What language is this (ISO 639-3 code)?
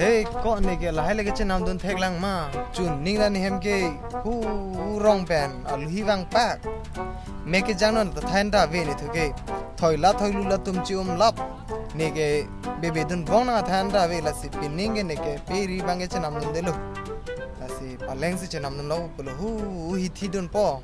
mjw